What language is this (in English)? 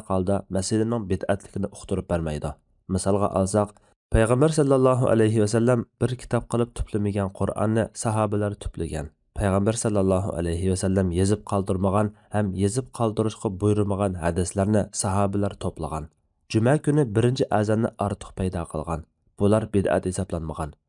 Uyghur